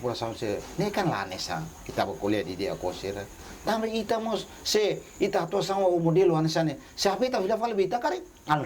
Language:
Tetum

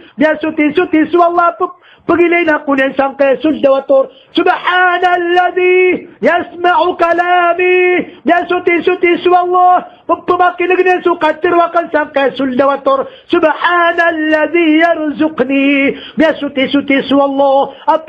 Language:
Maranao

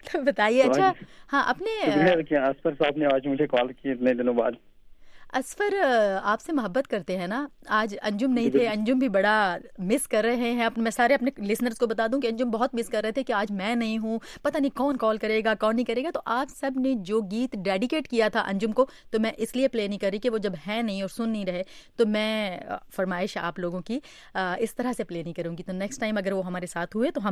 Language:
Hindi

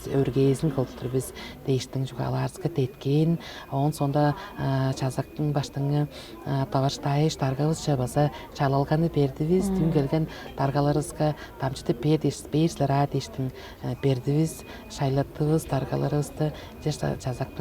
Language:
Tuvinian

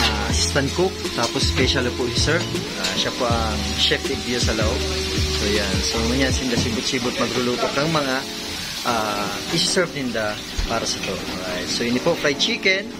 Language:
Bikol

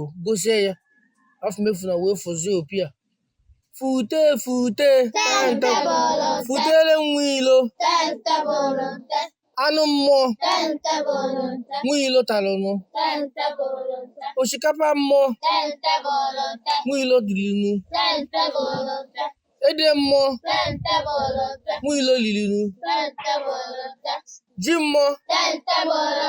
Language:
Igbo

